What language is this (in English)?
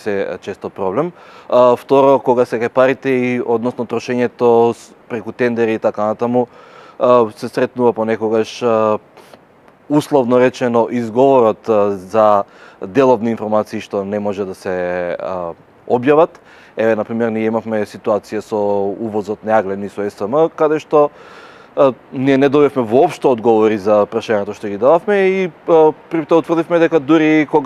Macedonian